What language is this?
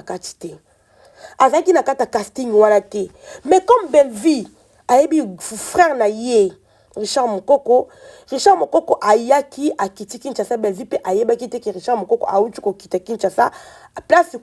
Lingala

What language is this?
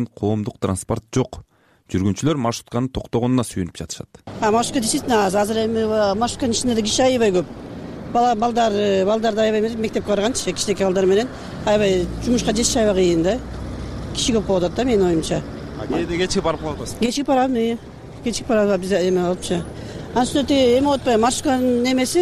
Kyrgyz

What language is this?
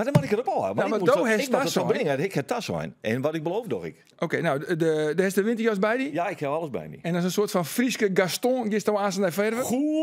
Western Frisian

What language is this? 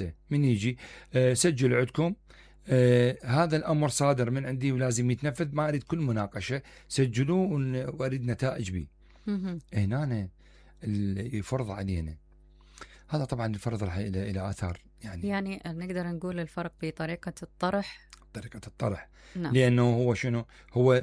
Mesopotamian Arabic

